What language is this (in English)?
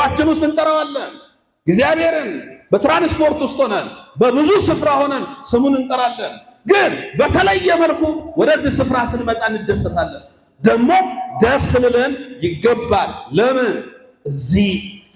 Amharic